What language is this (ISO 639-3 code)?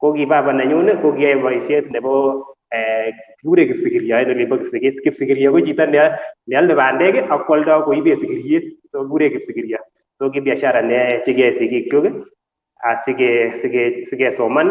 kln